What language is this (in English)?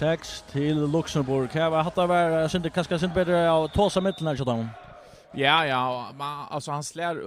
Faroese